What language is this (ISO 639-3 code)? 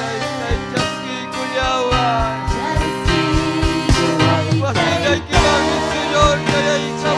quy